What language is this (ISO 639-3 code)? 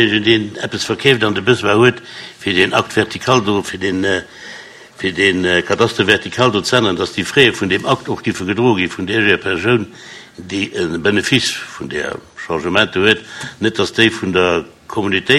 ltz